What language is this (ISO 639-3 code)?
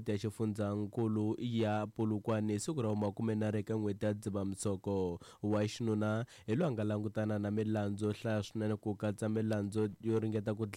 tso